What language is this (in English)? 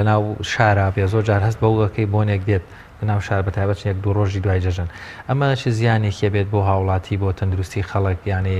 Central Kurdish